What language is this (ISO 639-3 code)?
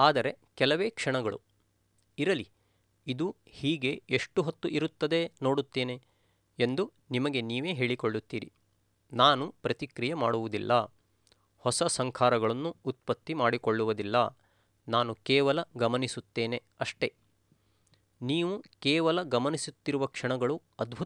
kan